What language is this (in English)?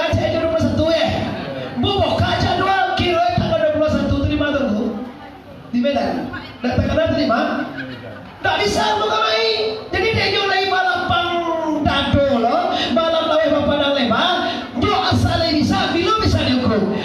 Minangkabau